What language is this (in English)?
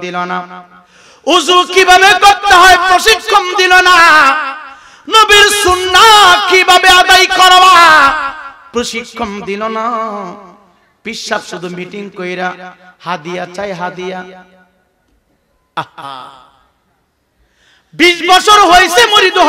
Bangla